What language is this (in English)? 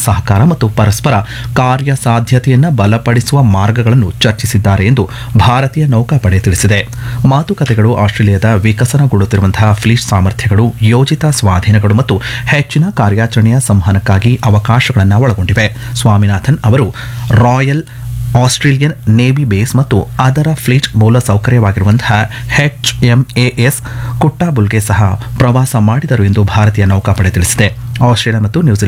Kannada